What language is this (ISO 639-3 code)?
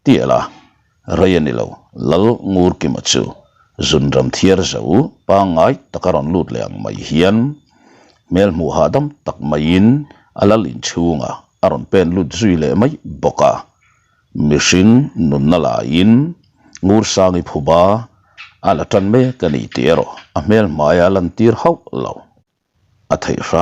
lus